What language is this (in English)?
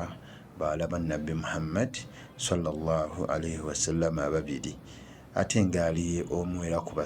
Ganda